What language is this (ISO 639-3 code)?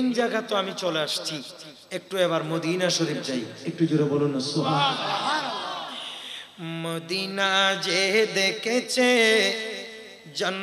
ben